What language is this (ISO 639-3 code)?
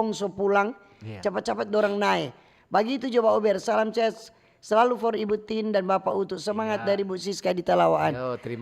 xmm